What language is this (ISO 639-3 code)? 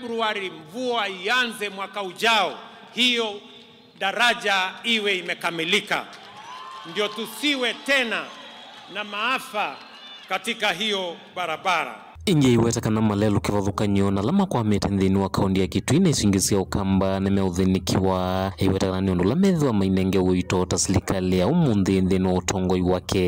kam